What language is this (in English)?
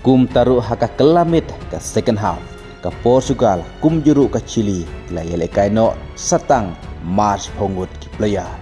Khasi